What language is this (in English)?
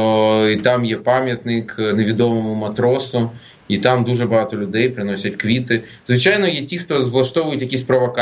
Ukrainian